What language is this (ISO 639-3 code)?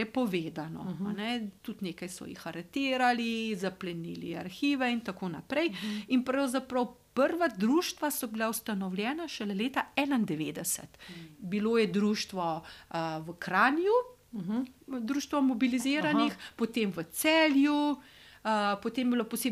slv